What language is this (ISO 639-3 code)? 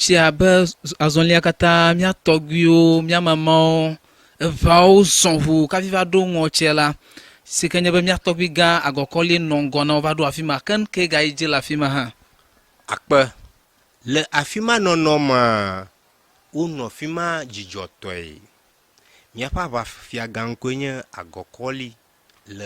ewe